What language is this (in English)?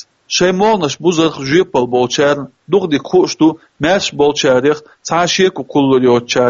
Chechen